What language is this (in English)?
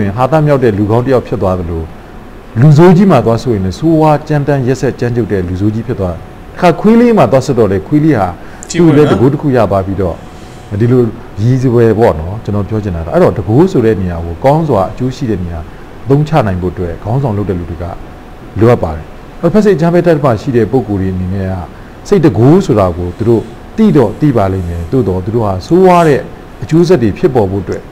Burmese